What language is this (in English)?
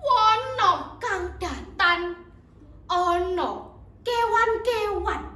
Javanese